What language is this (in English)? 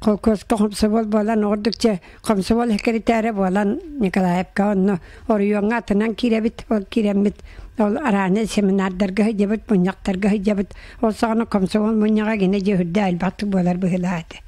Yakut